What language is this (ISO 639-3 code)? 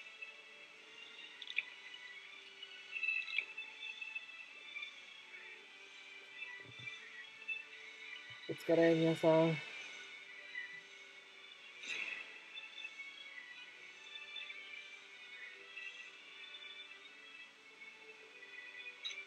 jpn